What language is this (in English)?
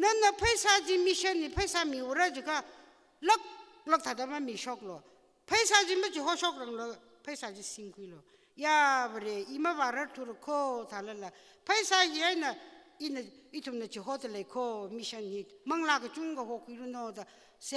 Tangkhul Naga (India)